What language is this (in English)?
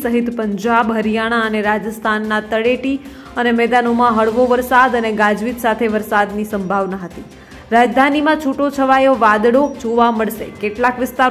Gujarati